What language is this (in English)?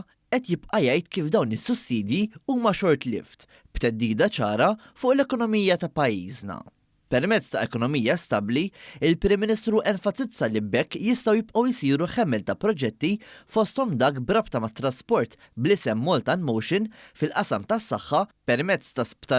Maltese